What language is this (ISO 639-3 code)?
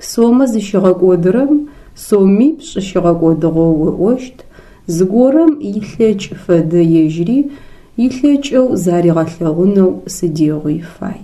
ady